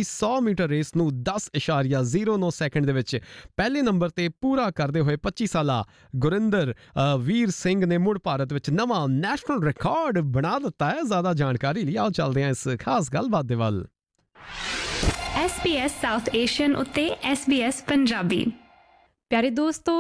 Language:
Punjabi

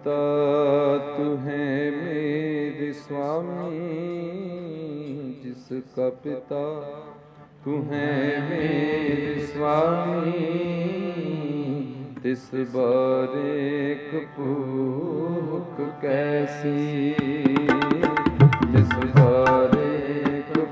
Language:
Punjabi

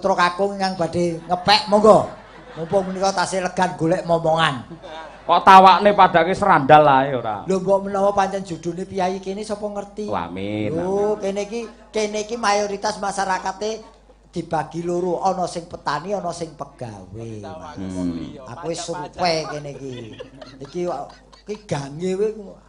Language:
Javanese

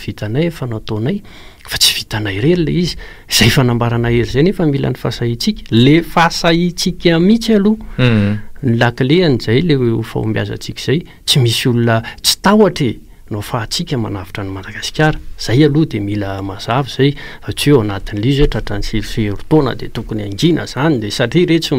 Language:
Malagasy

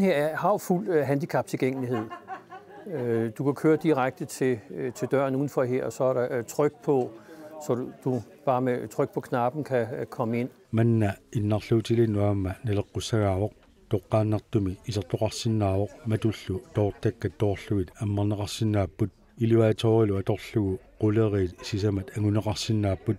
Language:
Kalaallisut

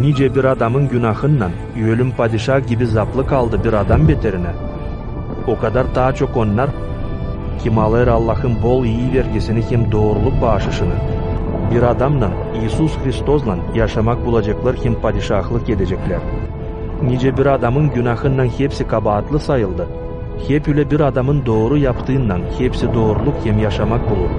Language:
Gagauz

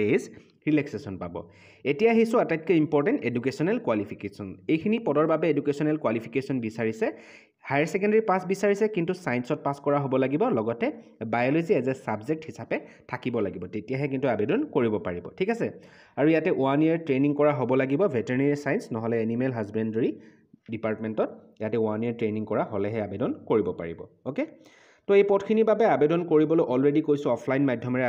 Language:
Assamese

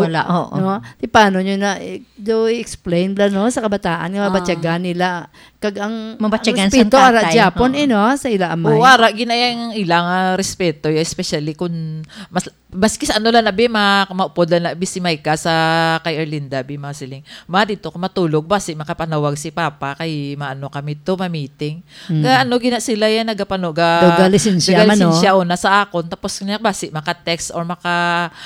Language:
Hiligaynon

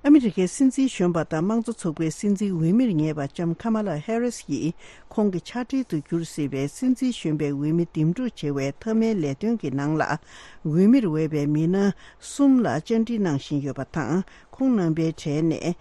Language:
Tibetan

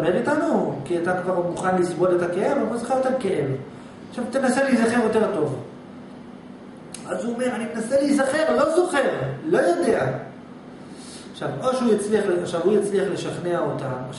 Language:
Hebrew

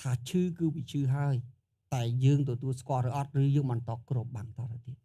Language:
Khmer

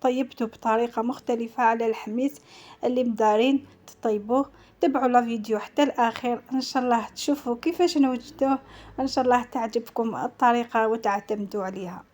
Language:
Algerian Arabic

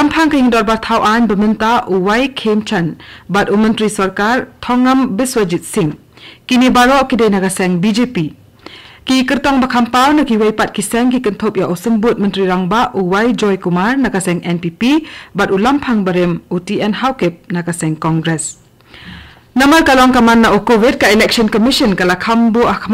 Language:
Khasi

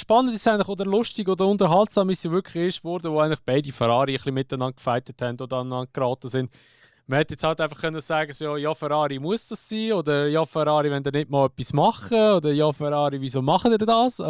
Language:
Swiss German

